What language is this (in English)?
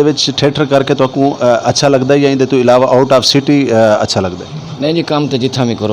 Saraiki